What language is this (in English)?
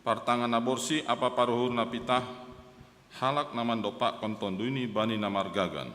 Batak Simalungun